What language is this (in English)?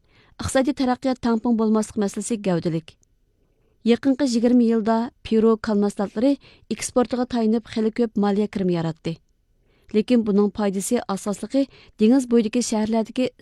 Uyghur